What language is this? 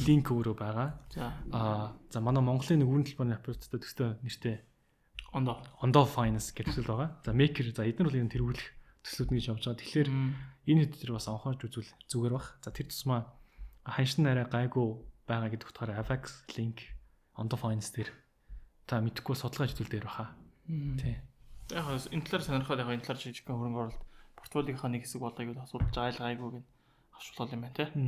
Mongolian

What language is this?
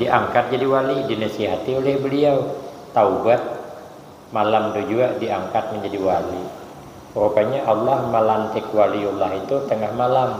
Banjar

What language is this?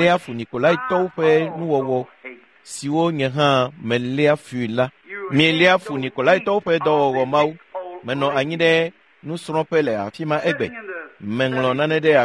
Ewe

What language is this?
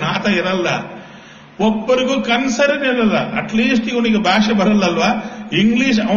Kannada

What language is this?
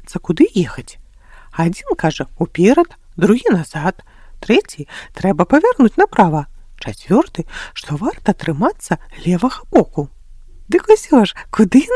Belarusian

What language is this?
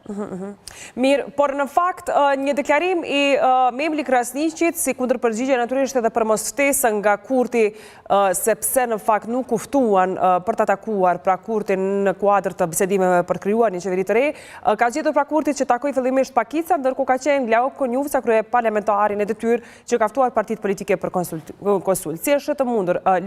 Albanian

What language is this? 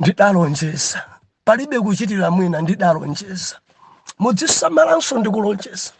Nyanja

